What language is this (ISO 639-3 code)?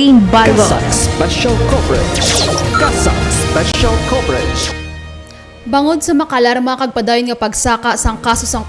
hil